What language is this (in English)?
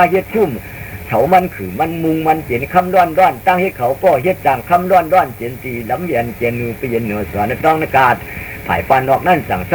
Shan